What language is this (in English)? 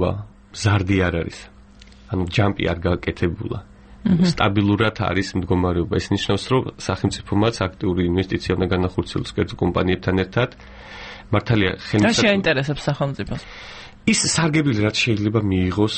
Georgian